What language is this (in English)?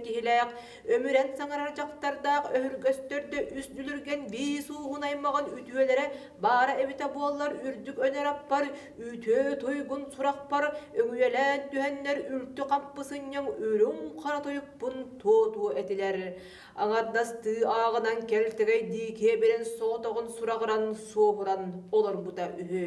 Yakut